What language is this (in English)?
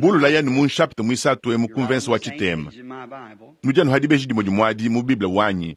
Luba-Lulua